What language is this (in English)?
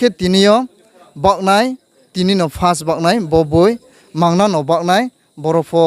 Riang (India)